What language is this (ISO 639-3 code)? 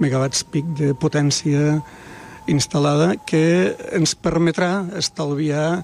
cat